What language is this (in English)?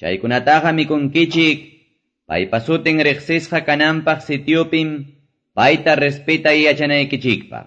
Quechua